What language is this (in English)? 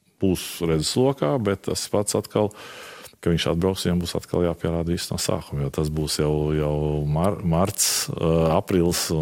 Latvian